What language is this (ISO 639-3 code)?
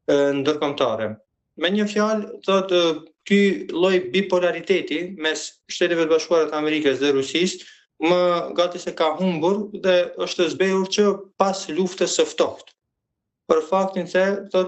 sqi